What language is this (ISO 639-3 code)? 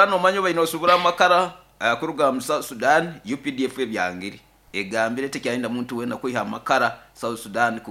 nyo